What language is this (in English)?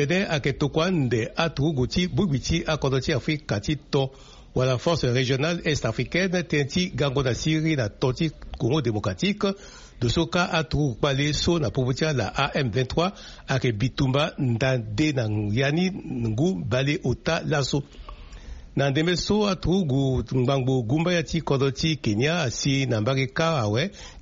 Sango